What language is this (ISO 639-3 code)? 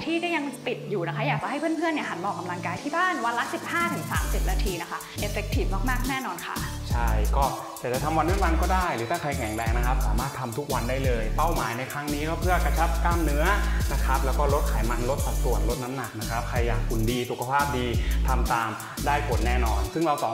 tha